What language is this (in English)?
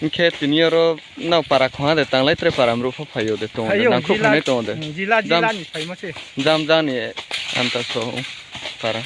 Riang (India)